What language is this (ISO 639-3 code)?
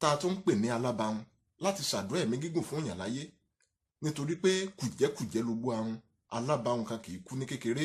yor